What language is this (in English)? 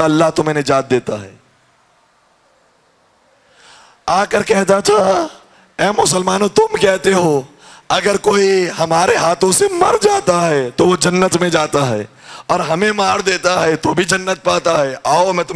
Urdu